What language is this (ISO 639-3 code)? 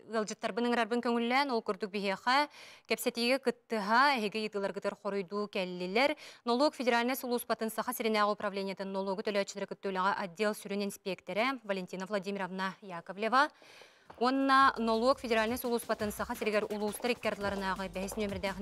sah